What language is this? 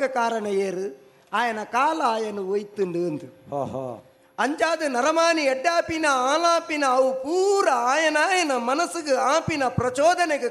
Tulu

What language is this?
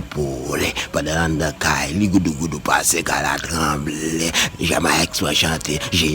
Haitian Creole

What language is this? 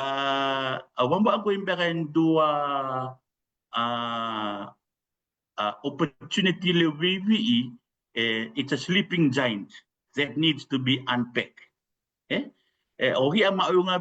Fijian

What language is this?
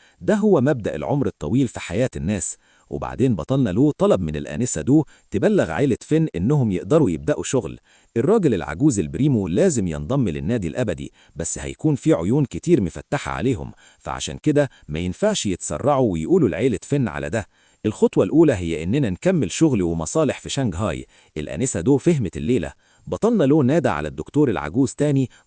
Egyptian Arabic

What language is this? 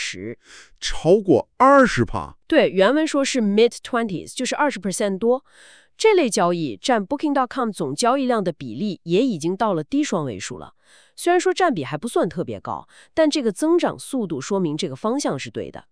Chinese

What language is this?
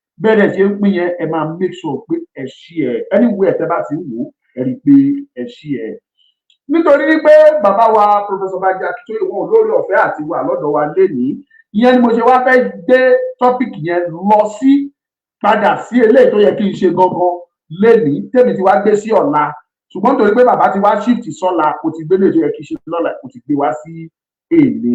Yoruba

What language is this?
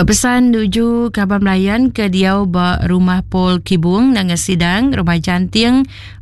Iban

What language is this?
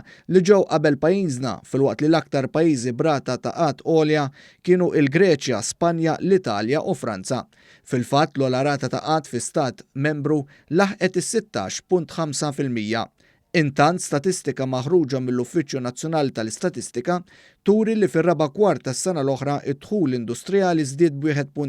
Maltese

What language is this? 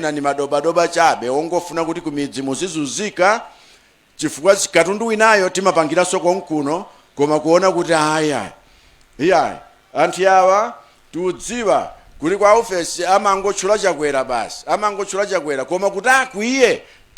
Nyanja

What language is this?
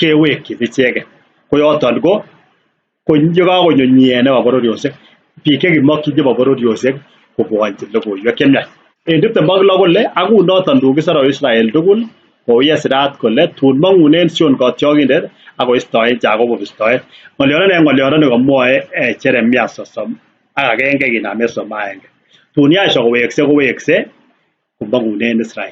Kalenjin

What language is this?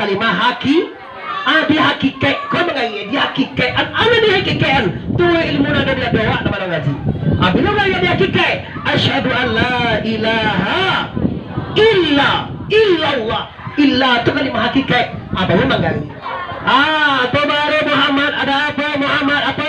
Minangkabau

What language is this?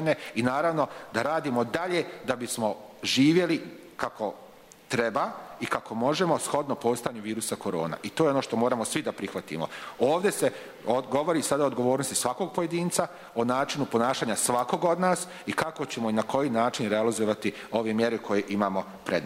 Bosnian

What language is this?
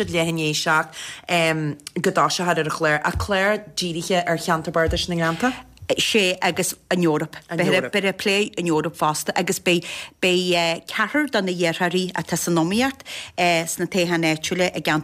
Irish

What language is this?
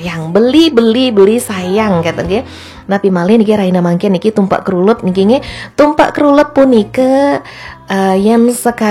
Balinese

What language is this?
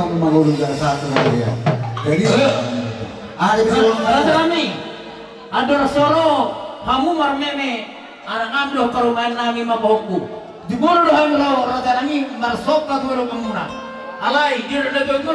Batak Toba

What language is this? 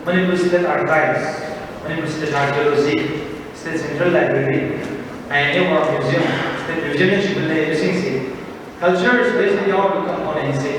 Manipuri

